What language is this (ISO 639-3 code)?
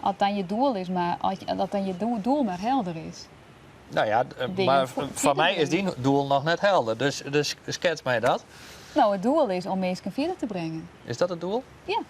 fry